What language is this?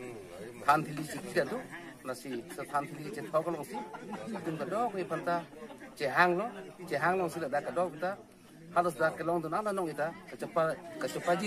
Karbi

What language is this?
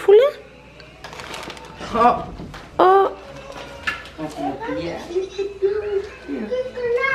Dutch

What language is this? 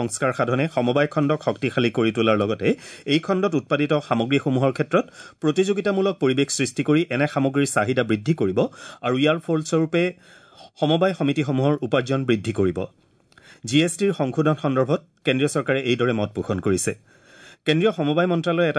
Assamese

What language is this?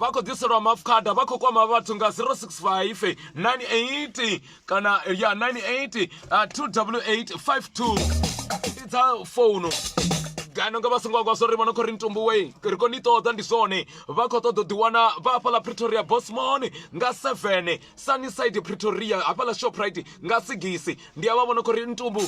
Venda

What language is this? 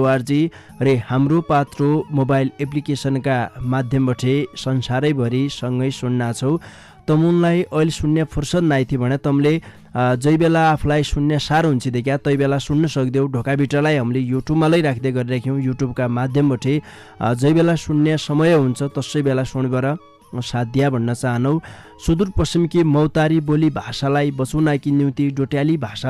Dotyali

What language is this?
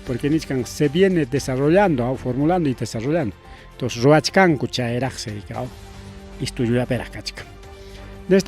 Ayacucho Quechua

